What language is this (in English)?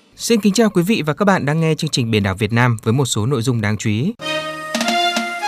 Vietnamese